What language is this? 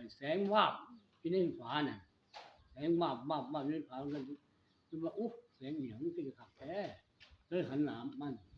Northeastern Thai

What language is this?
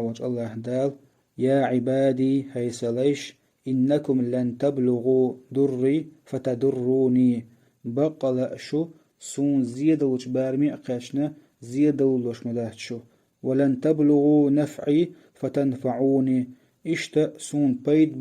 Chechen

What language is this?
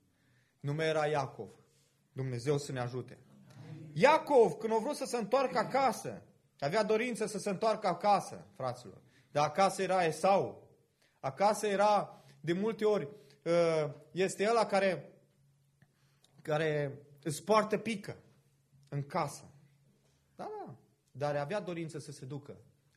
Romanian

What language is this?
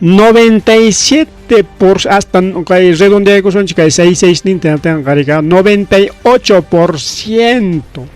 Ayacucho Quechua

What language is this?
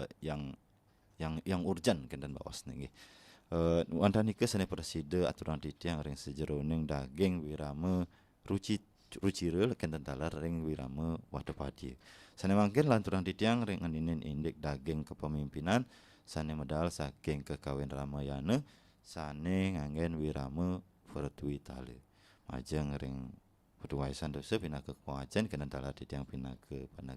Balinese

